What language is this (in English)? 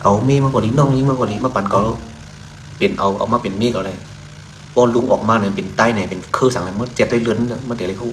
Shan